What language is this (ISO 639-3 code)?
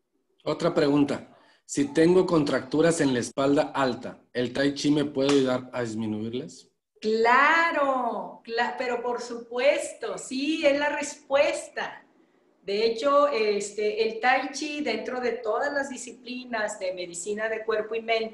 spa